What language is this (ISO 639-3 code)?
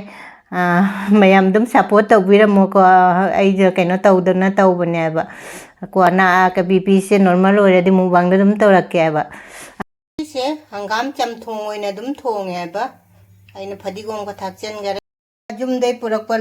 mni